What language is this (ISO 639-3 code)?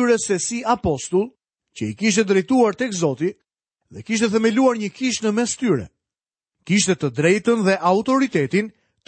sqi